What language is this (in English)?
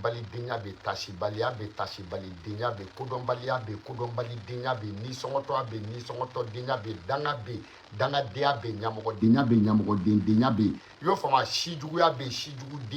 Bambara